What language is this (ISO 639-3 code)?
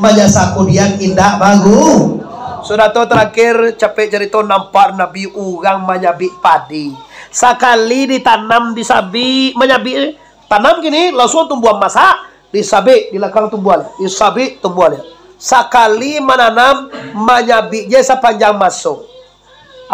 min